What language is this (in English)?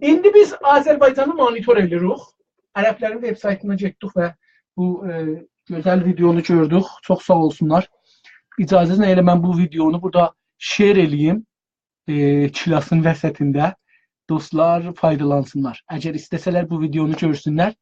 South Azerbaijani